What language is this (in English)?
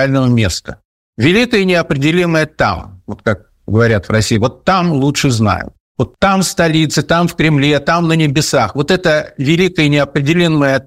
Russian